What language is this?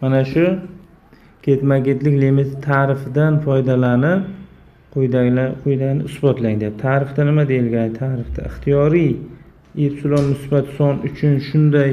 Uzbek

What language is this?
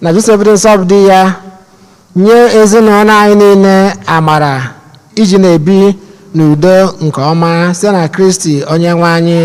Igbo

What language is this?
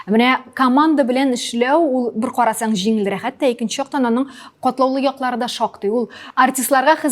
Tatar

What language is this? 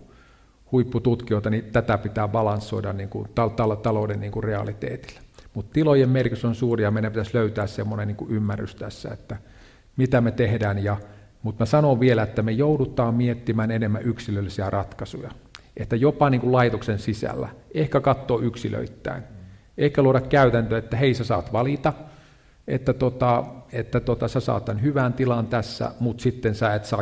Finnish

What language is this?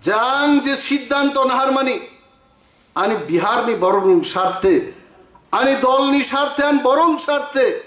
Kok Borok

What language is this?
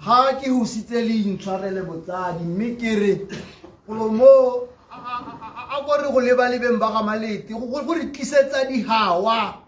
Tswana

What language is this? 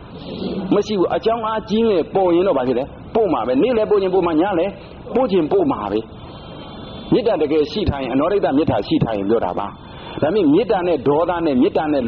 Burmese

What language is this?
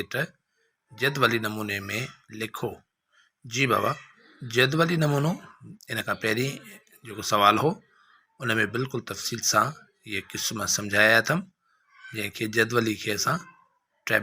Sindhi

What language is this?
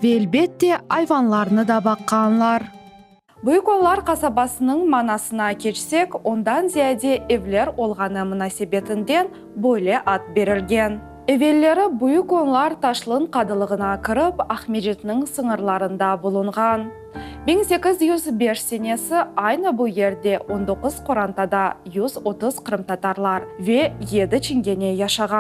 Crimean Tatar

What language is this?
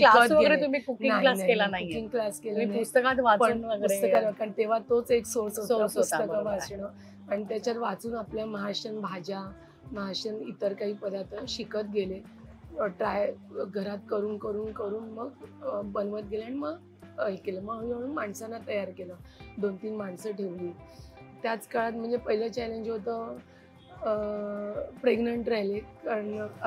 Marathi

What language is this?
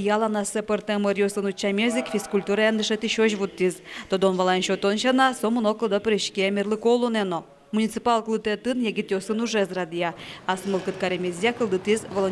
Udmurt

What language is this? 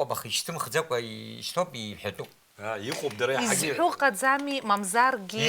Abkhazian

